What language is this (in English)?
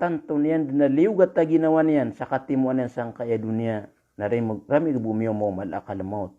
Maranao